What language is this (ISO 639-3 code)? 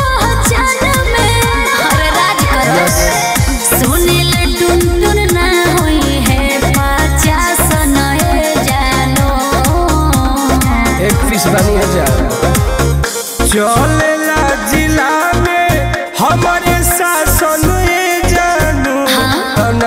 bho